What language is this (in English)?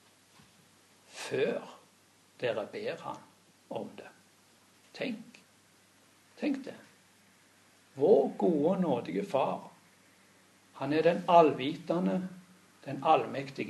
Norwegian